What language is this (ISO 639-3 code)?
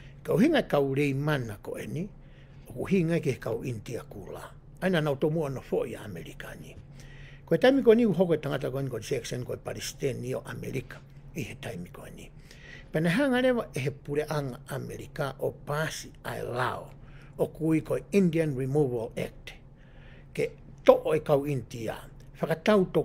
ton